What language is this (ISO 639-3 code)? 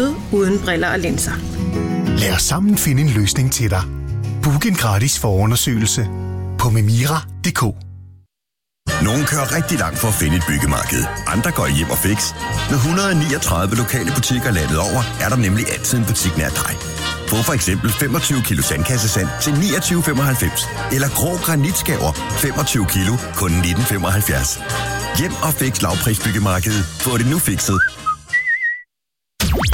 dan